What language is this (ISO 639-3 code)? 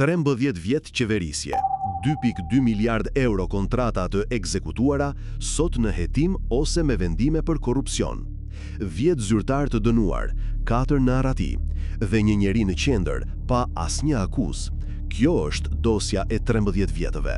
sqi